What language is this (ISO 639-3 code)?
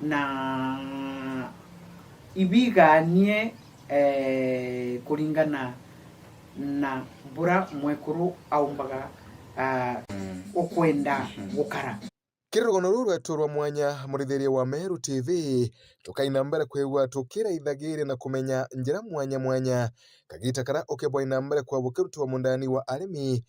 mer